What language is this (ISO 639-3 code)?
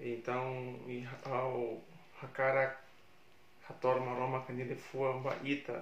tet